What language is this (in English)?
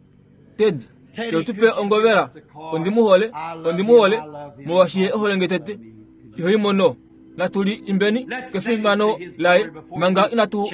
Kuanyama